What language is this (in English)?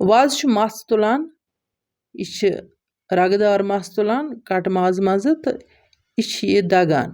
Kashmiri